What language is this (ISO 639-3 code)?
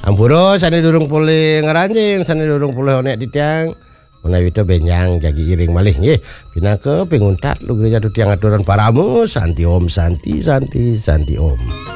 ban